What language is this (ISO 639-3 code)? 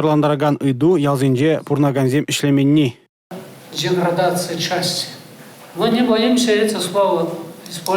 chv